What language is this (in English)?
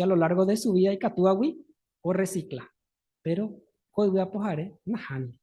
Guarani